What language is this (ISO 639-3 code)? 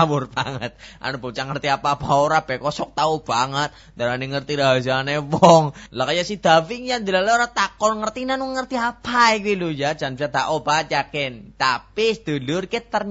jav